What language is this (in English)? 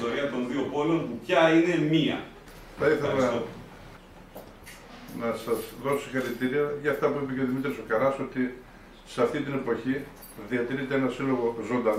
Greek